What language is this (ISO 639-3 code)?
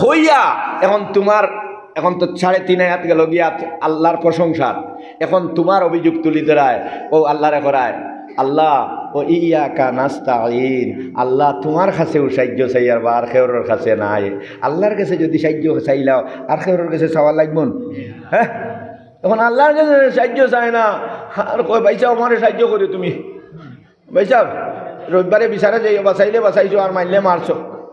syl